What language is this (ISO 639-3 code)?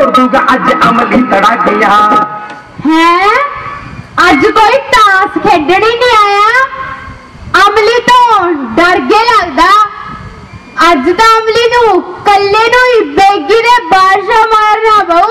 pan